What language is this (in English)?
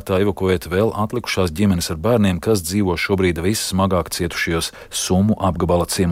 Latvian